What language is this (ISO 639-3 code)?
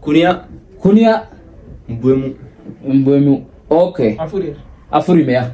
orm